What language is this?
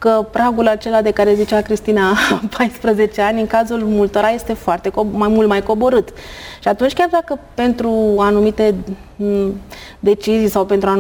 Romanian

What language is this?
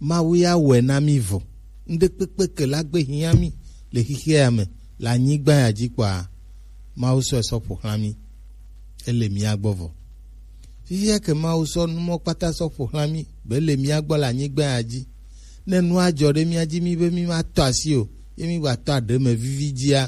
Gen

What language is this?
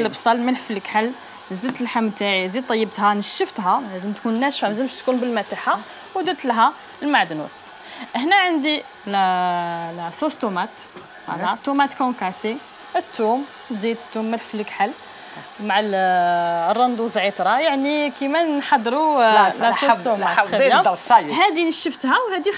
Algerian Arabic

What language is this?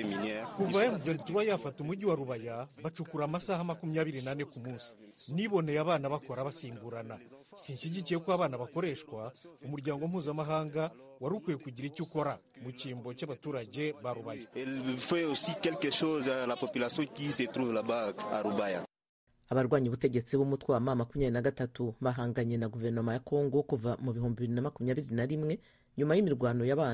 Kinyarwanda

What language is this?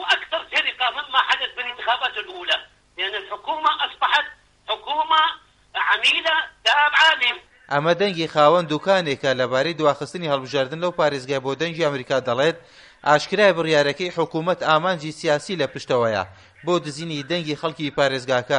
Central Kurdish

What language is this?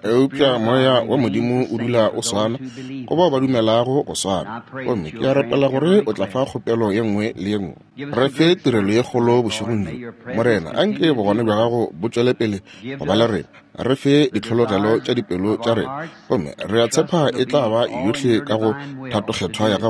Northern Sotho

